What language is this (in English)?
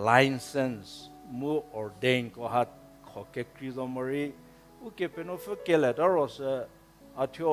Angami Naga